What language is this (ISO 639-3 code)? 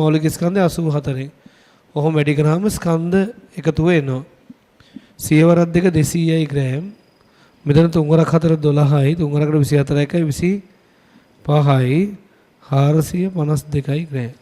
sin